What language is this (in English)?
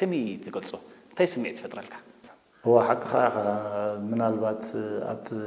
Tigrinya